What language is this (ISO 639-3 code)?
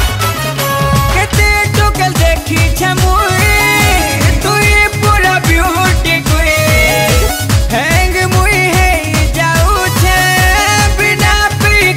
spv